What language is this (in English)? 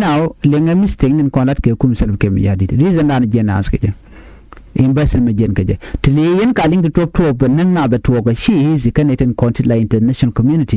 Nuer